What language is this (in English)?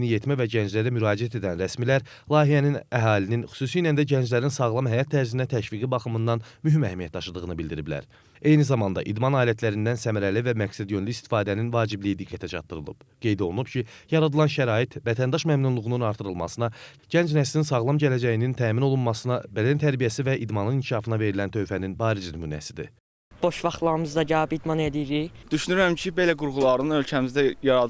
Azerbaijani